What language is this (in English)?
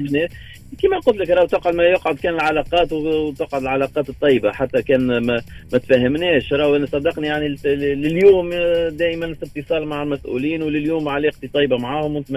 Tunisian Arabic